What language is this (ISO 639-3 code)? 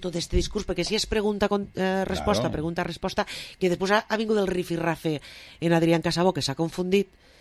cat